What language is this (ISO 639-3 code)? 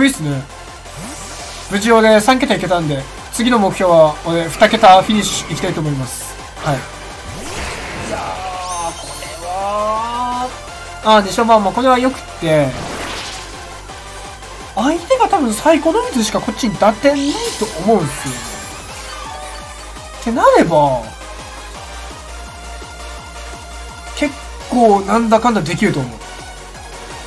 jpn